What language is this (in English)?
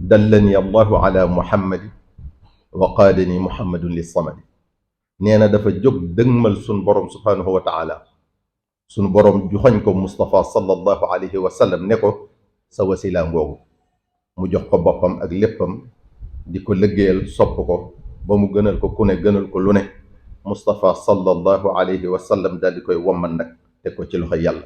Wolof